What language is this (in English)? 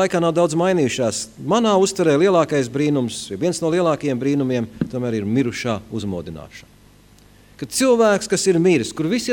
Latvian